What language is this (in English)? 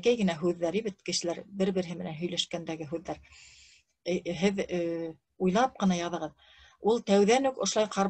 Bashkir